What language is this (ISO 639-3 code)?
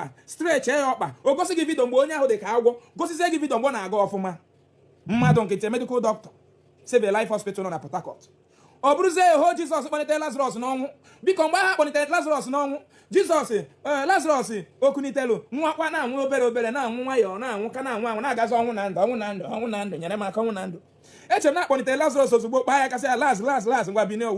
ibo